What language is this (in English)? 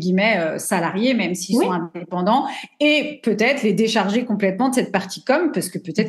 French